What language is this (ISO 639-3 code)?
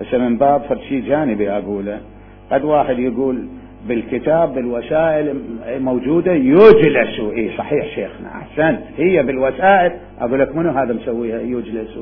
acm